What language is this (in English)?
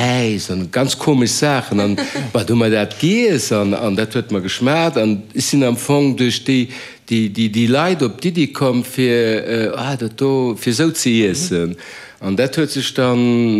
Luxembourgish